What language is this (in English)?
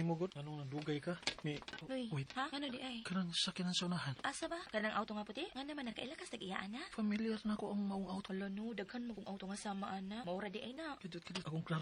Cebuano